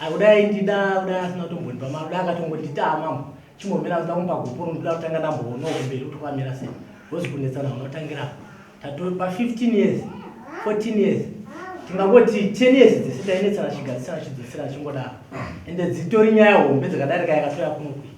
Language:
Shona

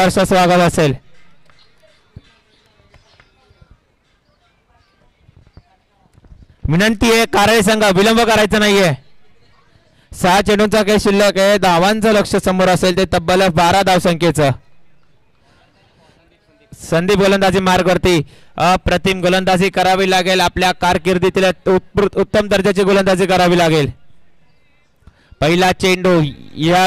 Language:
Marathi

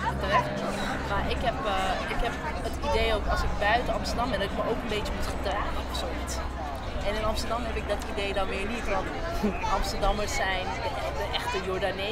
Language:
Dutch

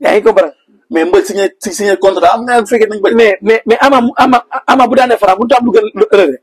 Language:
Wolof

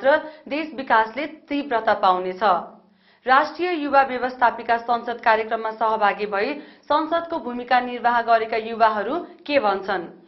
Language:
Nepali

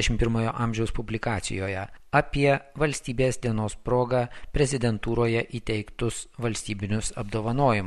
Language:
Lithuanian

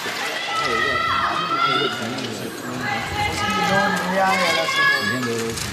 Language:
Chinese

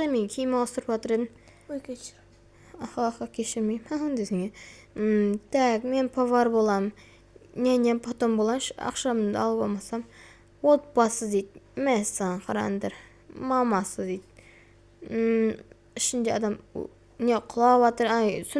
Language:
Kazakh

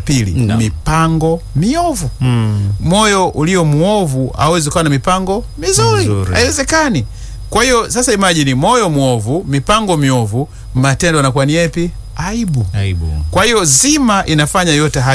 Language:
Swahili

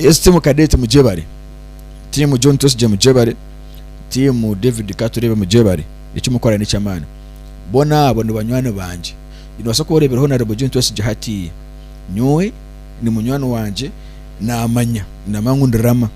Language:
Nyankole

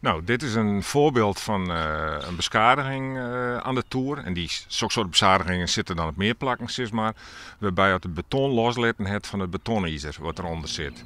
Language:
Western Frisian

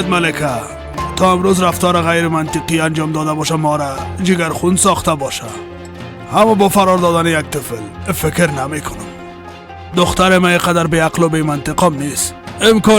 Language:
Persian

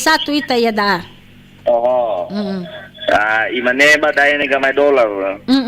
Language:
Nias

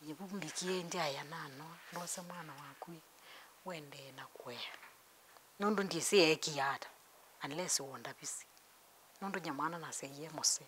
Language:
Kamba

